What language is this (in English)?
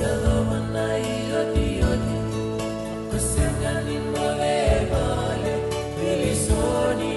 Fijian